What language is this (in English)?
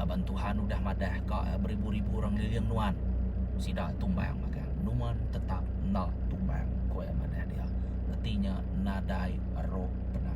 Iban